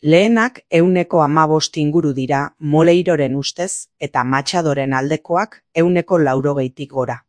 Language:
Basque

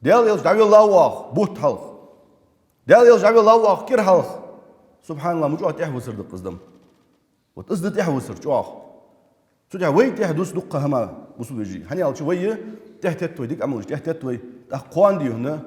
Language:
Ingush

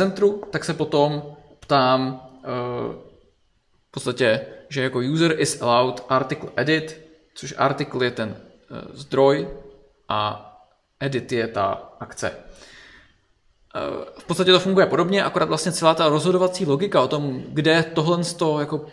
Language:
Czech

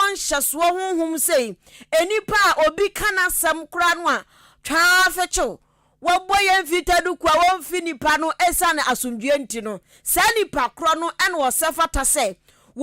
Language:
Akan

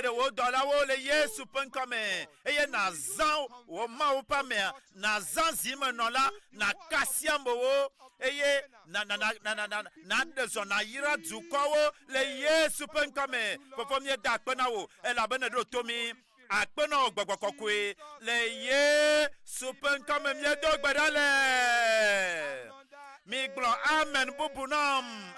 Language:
Ewe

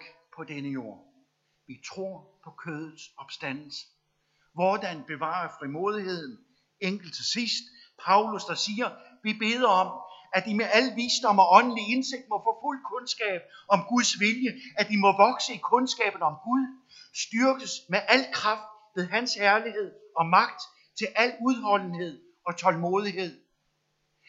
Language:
Danish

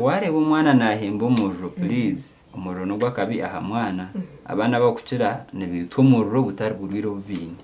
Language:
Nyankole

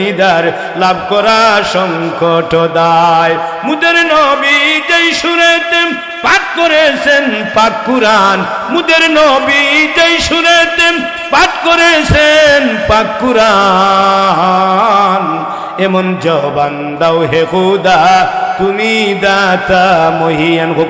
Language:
Sylheti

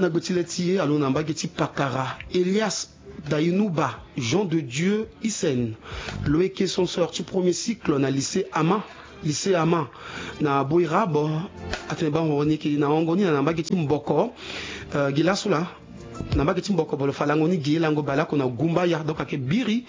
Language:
Sango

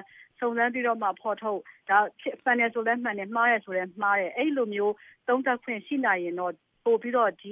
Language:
Burmese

